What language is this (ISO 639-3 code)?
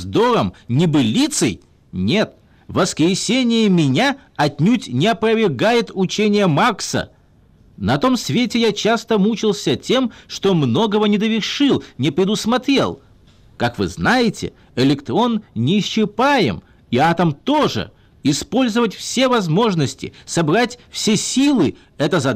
rus